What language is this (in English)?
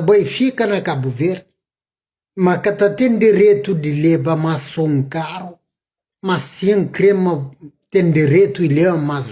Kabuverdianu